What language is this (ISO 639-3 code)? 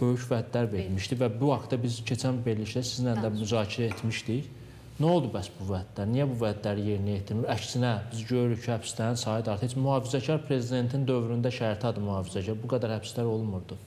aze